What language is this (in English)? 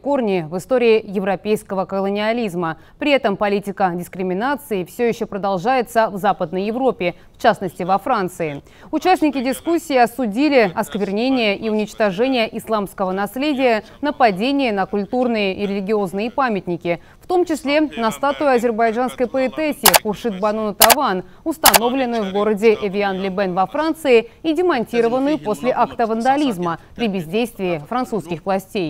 Russian